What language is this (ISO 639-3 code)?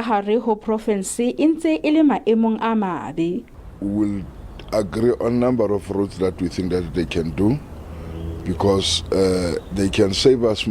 sot